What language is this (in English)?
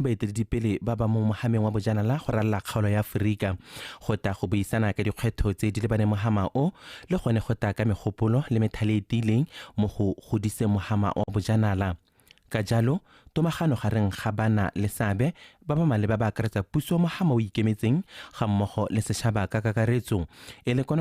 Tswana